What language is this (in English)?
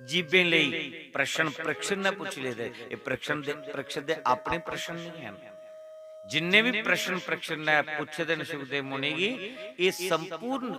Dogri